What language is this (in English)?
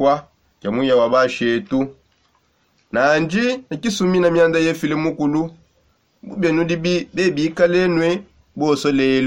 Songe